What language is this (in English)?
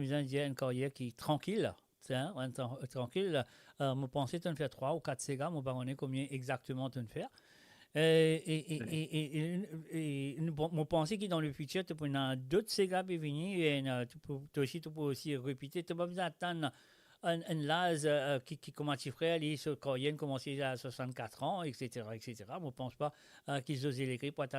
Morisyen